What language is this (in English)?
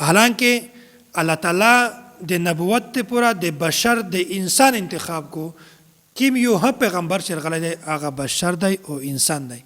Pashto